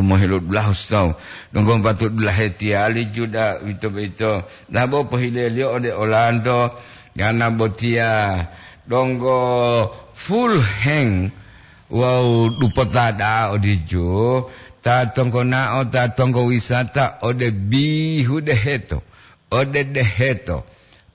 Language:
Gorontalo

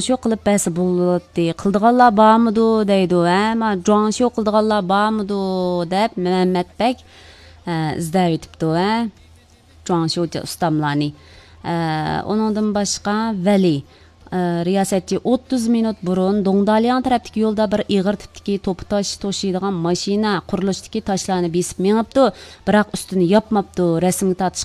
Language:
Uyghur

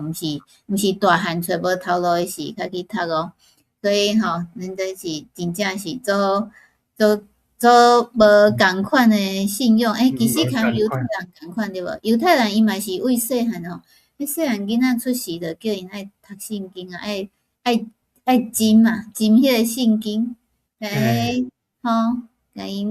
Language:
Min Nan Chinese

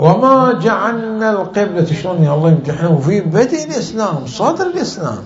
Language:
Mesopotamian Arabic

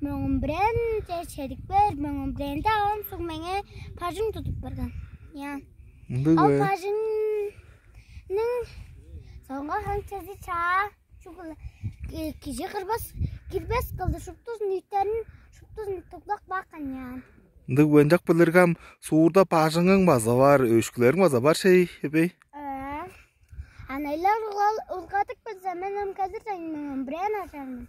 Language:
Tuvinian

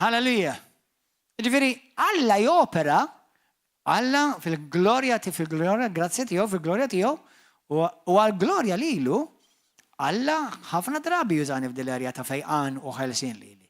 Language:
Maltese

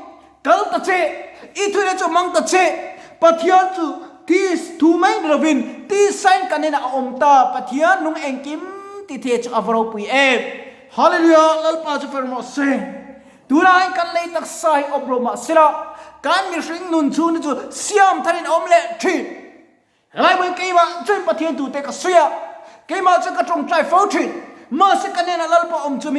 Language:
Mizo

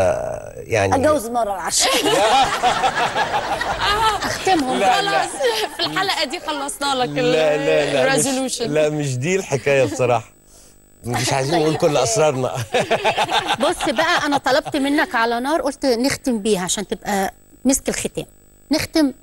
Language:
Egyptian Arabic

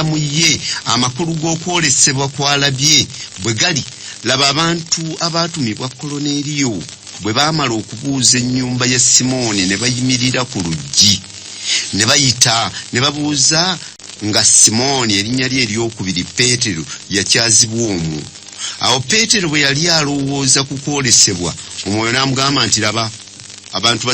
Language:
Ganda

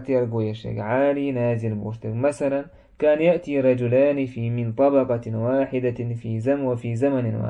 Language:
Chechen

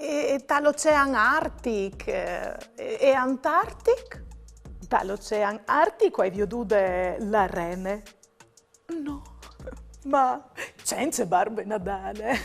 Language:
Friulian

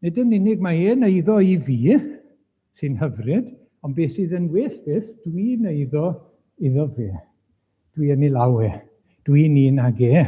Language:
Welsh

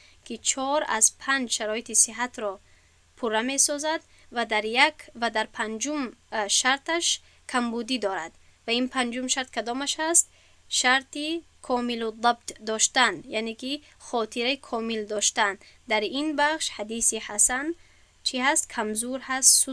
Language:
Tajik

